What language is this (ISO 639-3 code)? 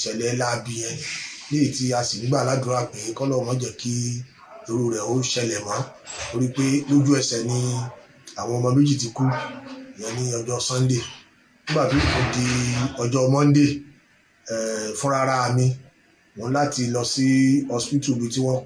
yor